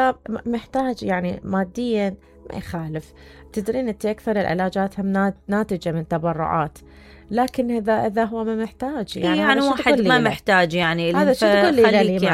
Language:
Mesopotamian Arabic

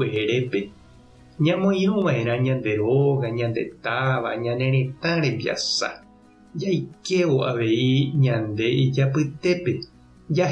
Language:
Guarani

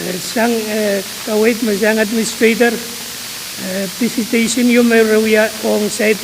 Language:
Pohnpeian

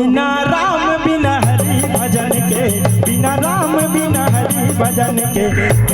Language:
Chhattisgarhi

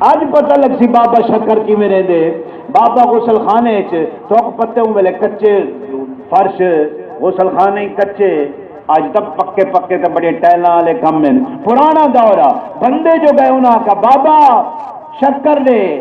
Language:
Saraiki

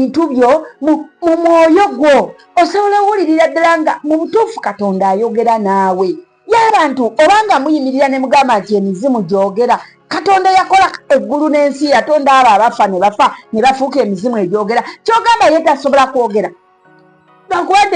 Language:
Ganda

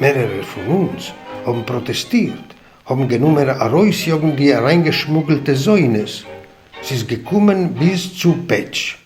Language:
Yiddish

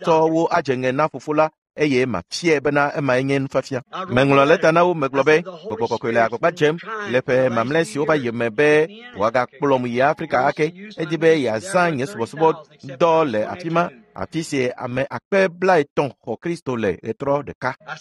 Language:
Ewe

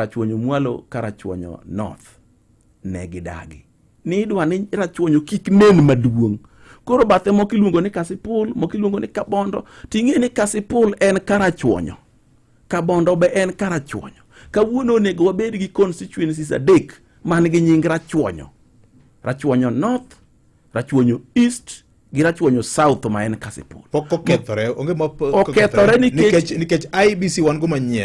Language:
Luo (Kenya and Tanzania)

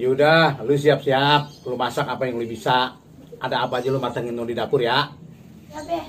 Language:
Betawi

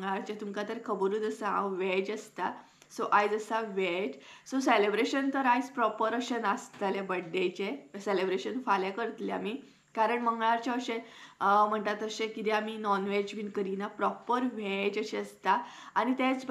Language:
Konkani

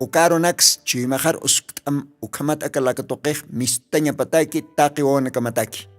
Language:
Aymara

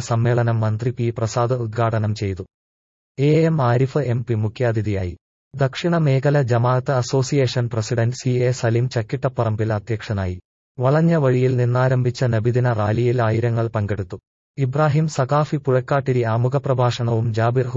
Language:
Malayalam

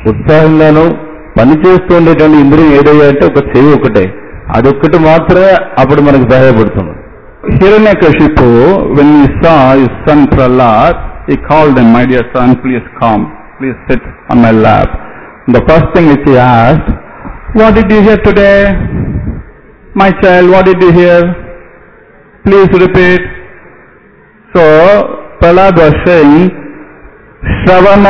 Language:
Telugu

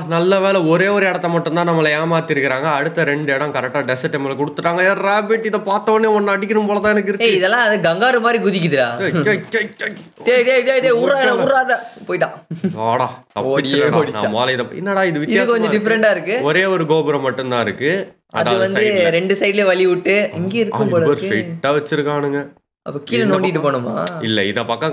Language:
Tamil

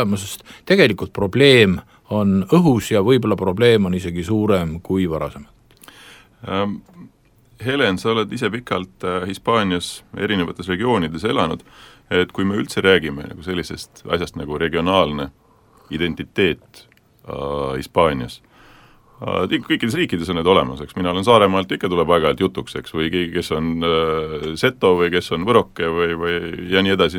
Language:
Estonian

